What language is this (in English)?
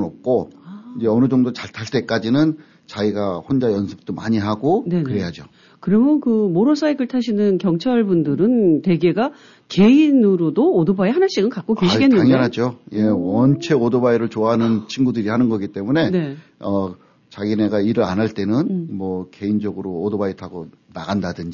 Korean